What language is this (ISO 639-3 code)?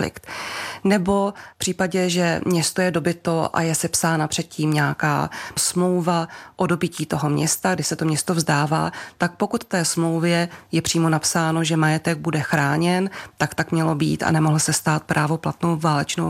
ces